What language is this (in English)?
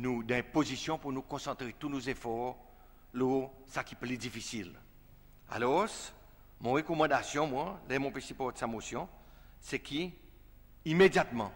Seselwa Creole French